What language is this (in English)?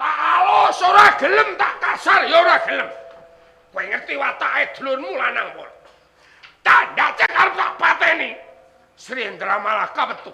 Javanese